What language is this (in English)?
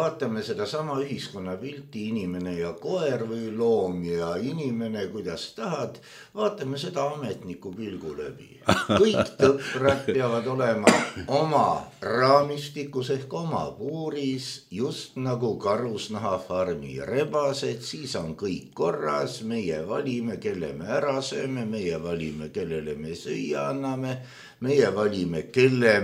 Estonian